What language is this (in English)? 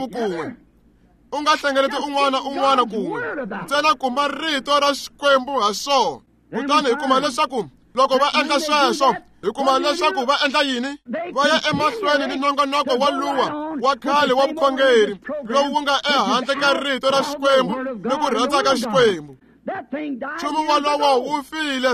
Tsonga